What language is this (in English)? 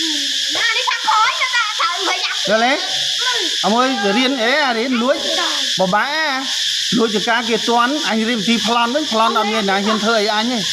Khmer